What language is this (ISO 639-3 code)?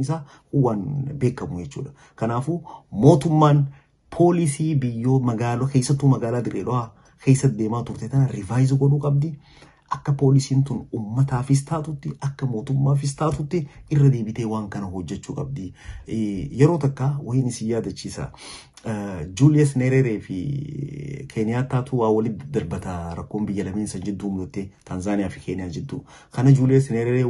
orm